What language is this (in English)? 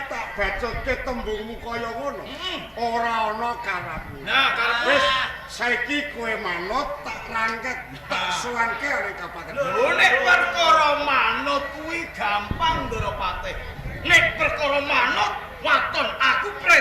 Javanese